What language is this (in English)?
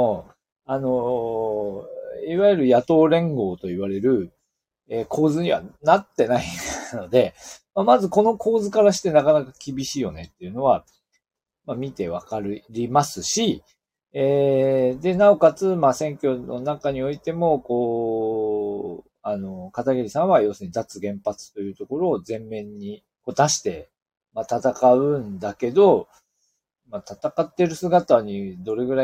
Japanese